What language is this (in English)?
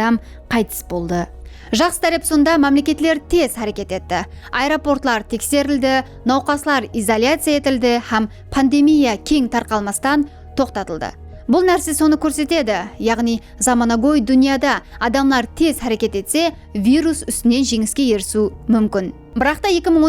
Kara-Kalpak